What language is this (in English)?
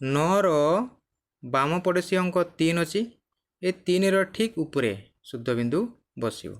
Odia